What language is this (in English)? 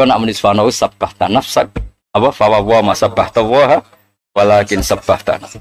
Javanese